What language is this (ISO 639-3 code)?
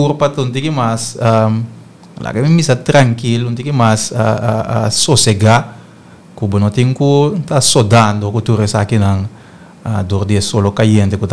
pap